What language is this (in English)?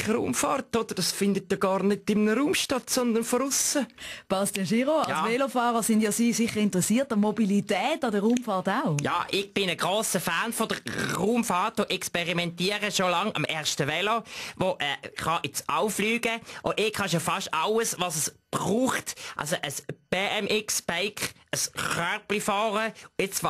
Swiss German